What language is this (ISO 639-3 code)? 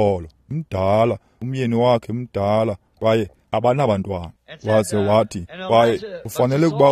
xho